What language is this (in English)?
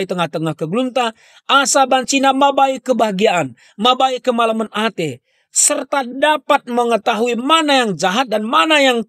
Batak Karo